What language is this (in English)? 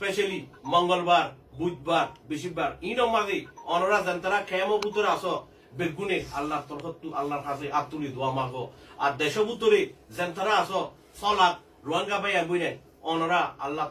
Rohingya